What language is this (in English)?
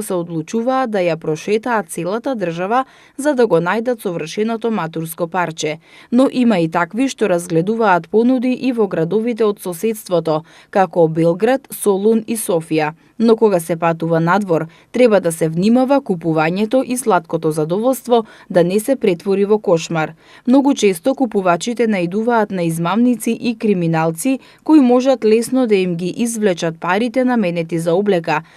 Macedonian